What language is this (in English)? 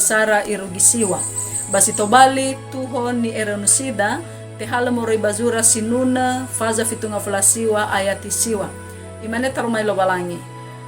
Nias